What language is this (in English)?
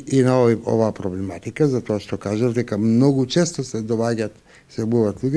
Macedonian